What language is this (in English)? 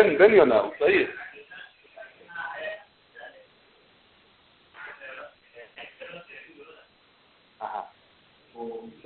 Hebrew